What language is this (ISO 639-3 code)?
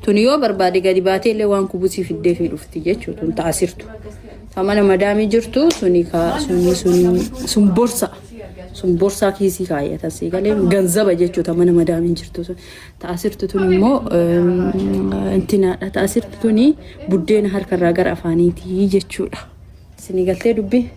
orm